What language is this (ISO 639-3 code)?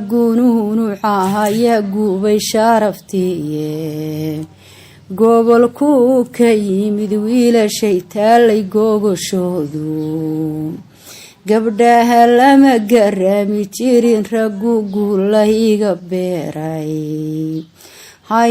som